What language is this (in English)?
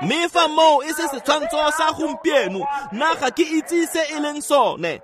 Tswana